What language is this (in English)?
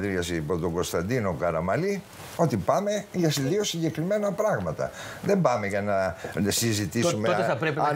Greek